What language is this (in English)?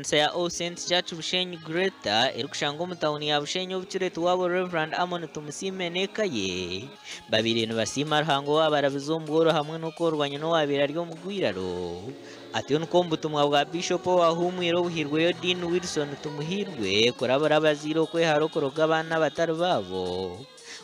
Nyankole